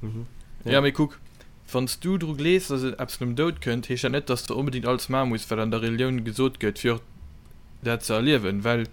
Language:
Luxembourgish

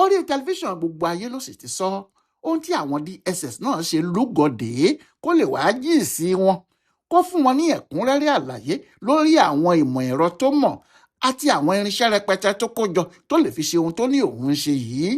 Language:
Yoruba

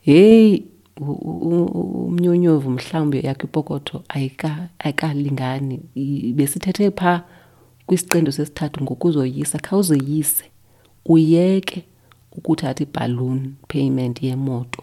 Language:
Xhosa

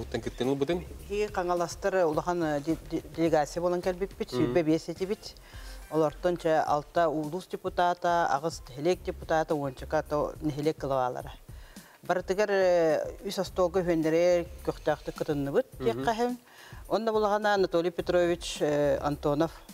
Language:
Yakut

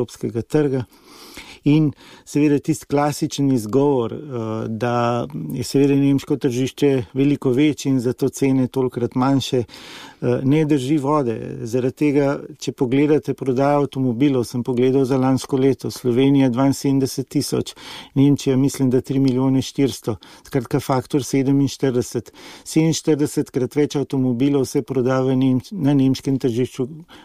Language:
Slovenian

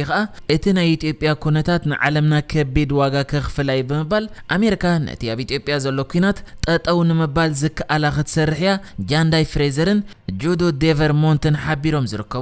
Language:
Tigrinya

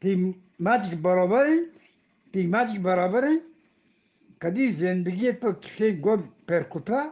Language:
Eastern Balochi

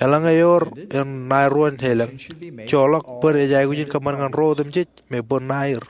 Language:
Marshallese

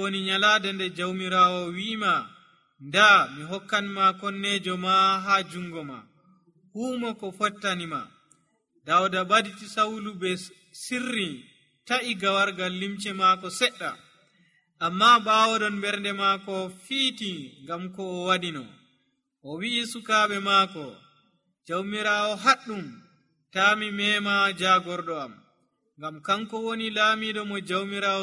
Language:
Nigerian Fulfulde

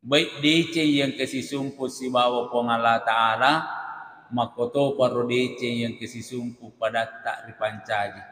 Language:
Buginese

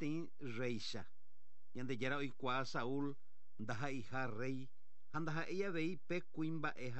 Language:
Guarani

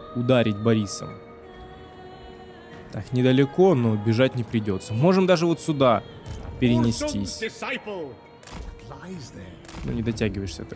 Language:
Russian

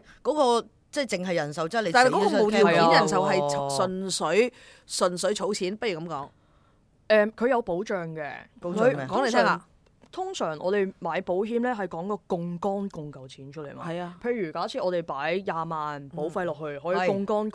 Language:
Cantonese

